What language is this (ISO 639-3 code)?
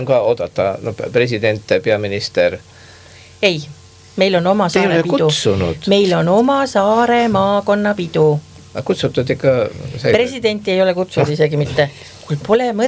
est